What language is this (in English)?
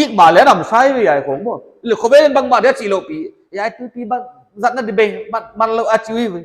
Paite Chin